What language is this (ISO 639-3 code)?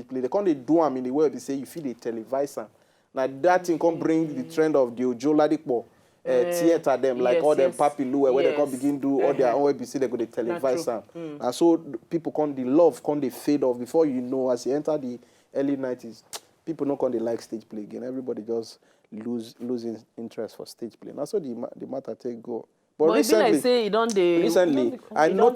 pcm